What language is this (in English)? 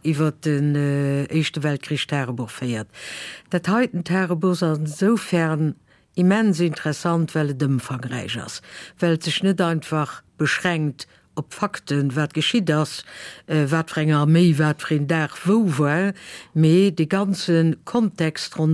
Luxembourgish